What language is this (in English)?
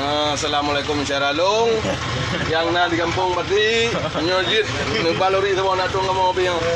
Achinese